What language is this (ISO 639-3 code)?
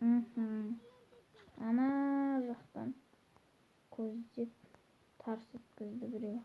kaz